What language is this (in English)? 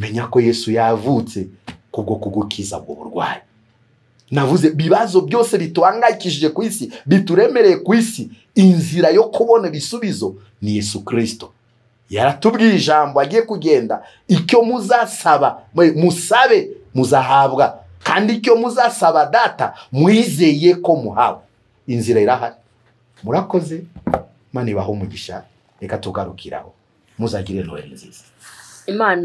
Kinyarwanda